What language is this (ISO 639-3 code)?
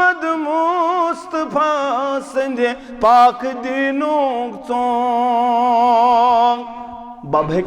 kas